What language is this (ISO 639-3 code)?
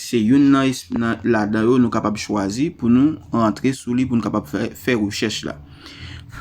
hat